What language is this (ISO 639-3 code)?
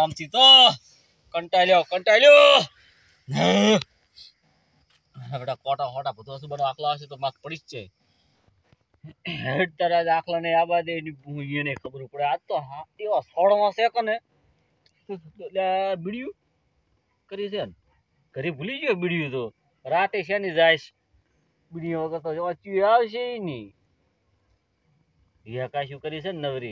guj